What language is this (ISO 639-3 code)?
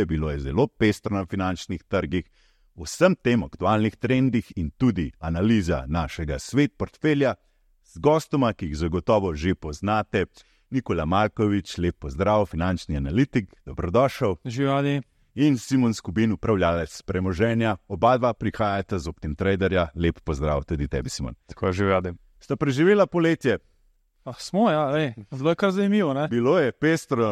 slv